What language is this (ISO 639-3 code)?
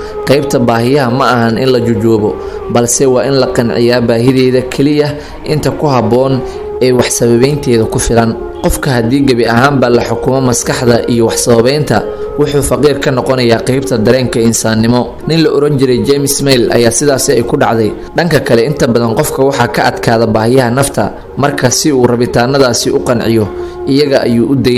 som